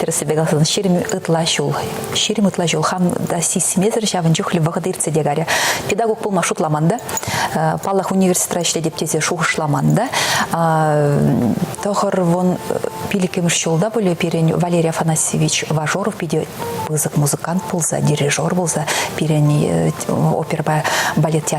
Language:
Chuvash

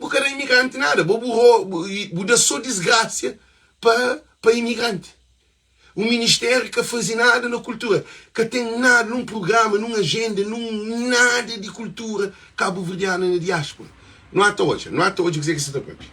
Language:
Kabuverdianu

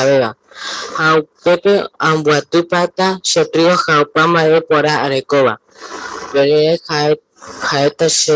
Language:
Guarani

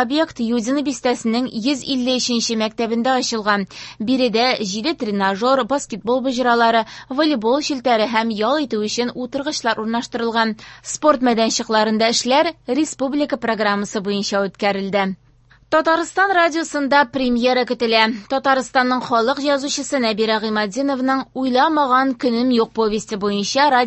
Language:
Tatar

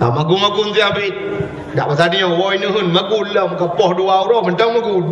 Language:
Achinese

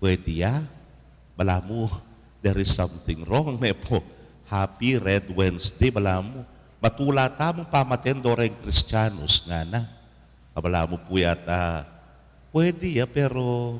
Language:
Pampanga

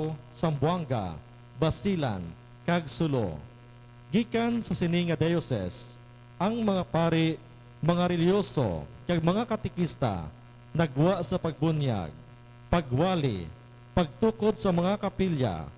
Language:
Hiligaynon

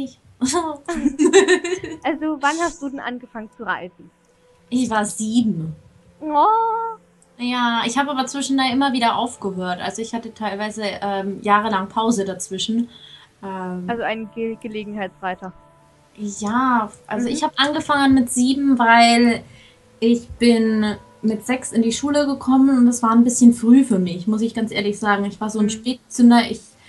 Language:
German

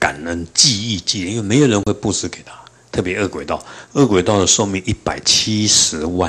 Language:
Chinese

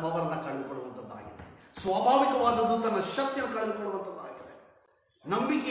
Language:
Kannada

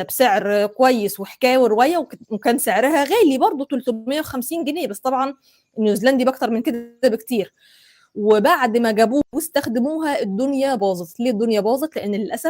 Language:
Egyptian Arabic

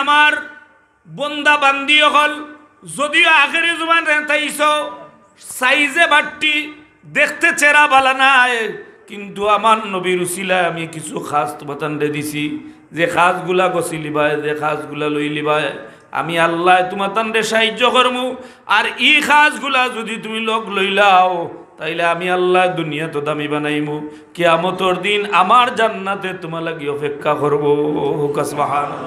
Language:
Sylheti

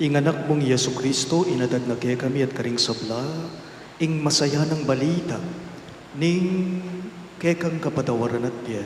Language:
Pampanga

